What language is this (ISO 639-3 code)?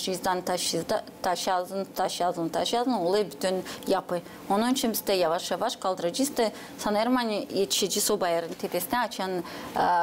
gag